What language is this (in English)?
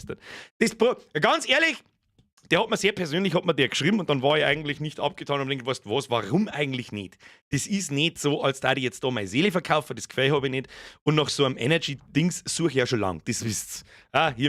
Bavarian